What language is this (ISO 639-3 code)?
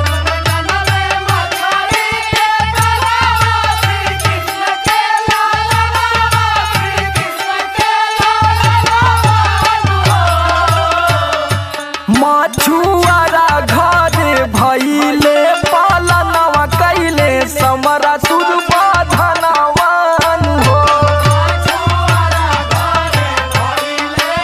bho